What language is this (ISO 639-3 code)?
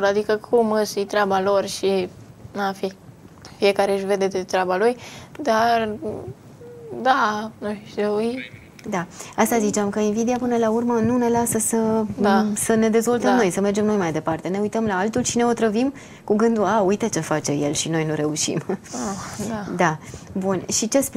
ron